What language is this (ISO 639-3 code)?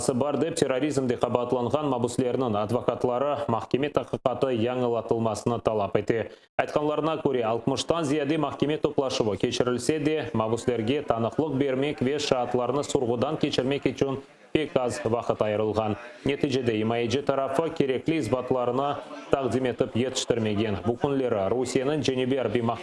crh